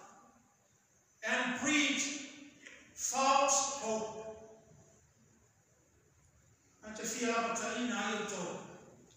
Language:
Samoan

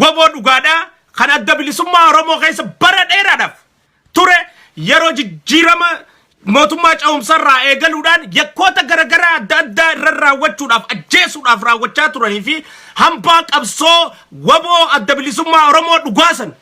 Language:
Oromo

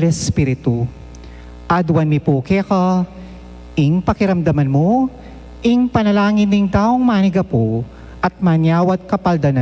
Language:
Pampanga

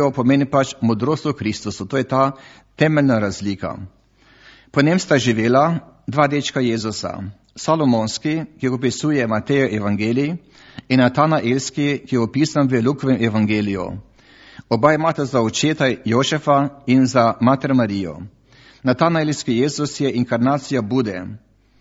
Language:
Slovenian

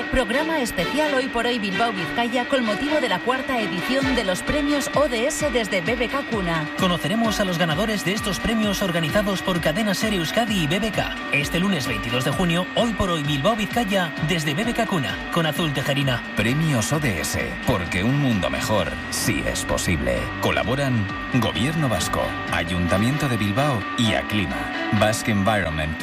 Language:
Spanish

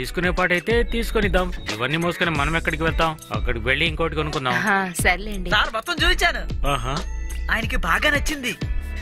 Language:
Telugu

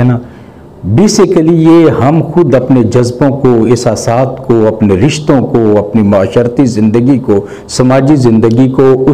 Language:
Urdu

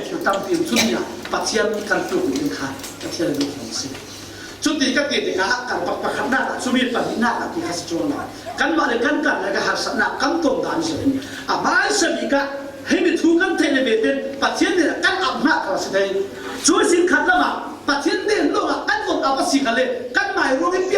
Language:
Falam Chin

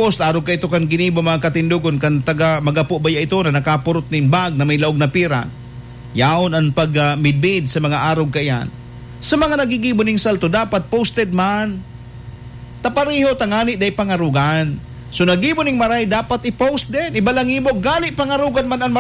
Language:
Bikol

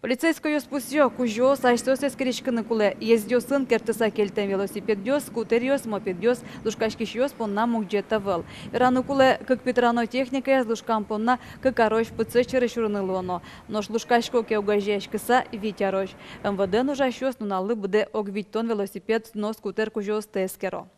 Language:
Udmurt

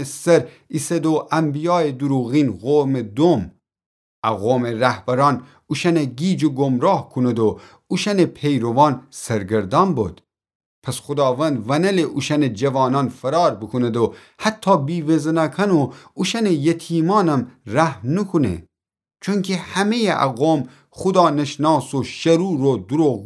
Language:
Gilaki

